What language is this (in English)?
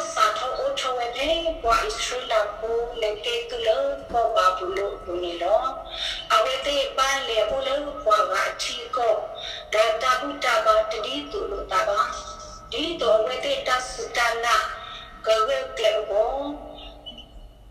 S'gaw Karen